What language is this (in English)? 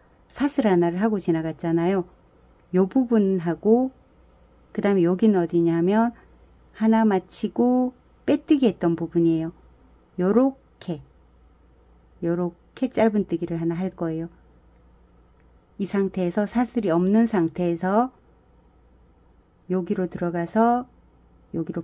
Korean